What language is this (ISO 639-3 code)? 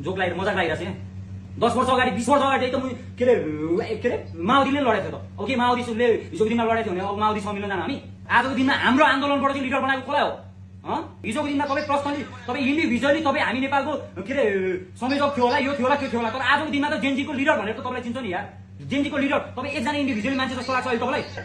nep